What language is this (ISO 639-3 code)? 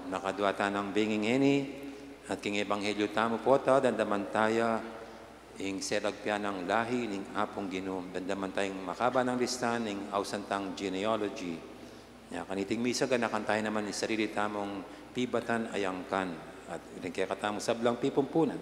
pam